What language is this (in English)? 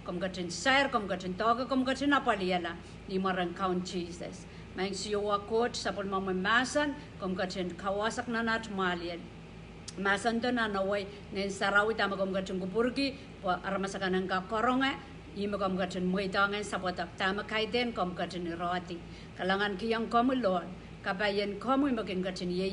Pohnpeian